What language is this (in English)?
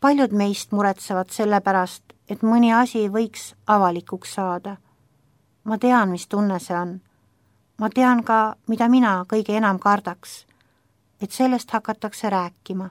Estonian